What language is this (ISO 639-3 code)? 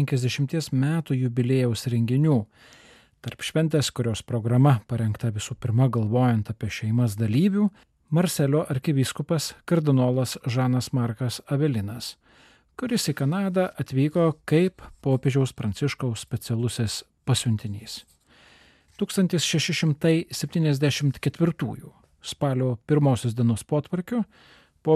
lit